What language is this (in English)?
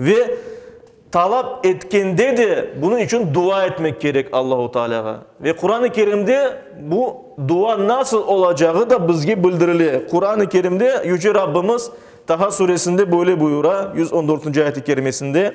Crimean Tatar